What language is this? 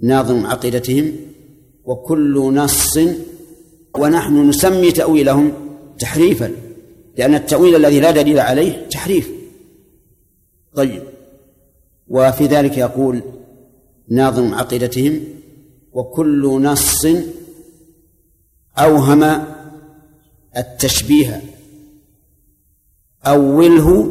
Arabic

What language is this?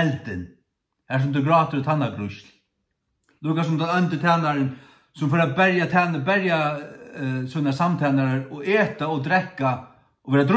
Faroese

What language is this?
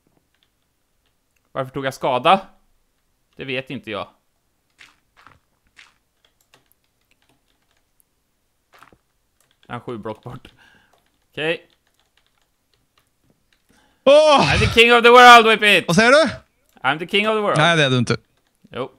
Swedish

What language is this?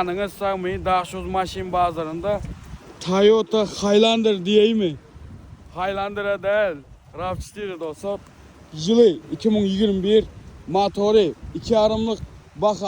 Turkmen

